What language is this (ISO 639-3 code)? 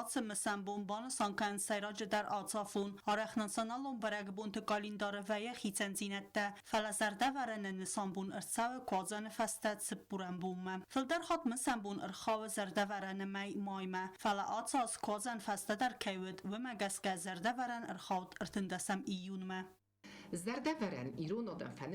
oss